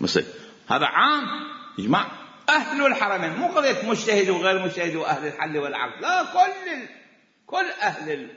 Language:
Mesopotamian Arabic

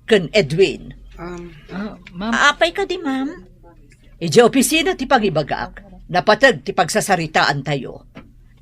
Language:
Iloko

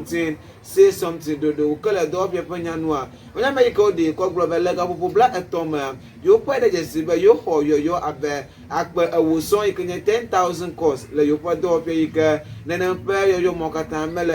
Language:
Ewe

